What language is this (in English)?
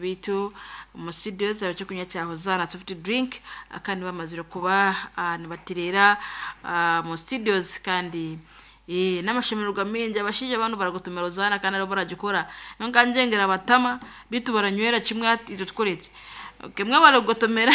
Nyankole